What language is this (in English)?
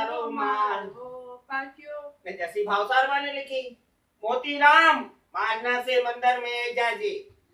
Rajasthani